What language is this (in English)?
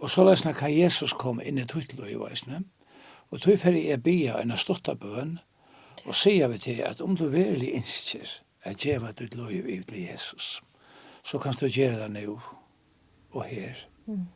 Faroese